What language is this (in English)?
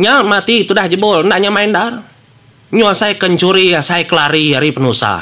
Iban